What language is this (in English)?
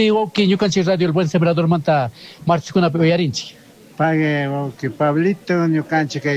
Chimborazo Highland Quichua